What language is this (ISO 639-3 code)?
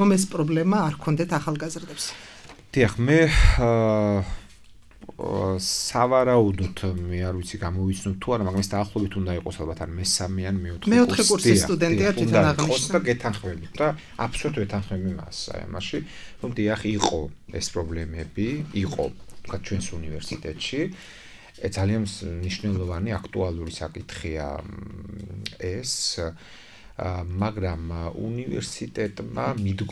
kat